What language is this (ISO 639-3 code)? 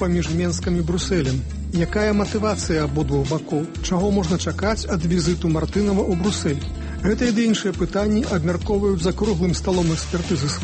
bel